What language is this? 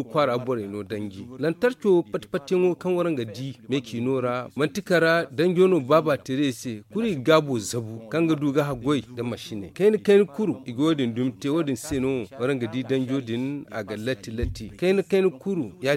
Zarma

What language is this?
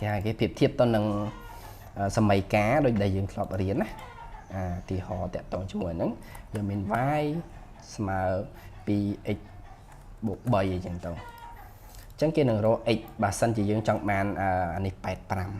Khmer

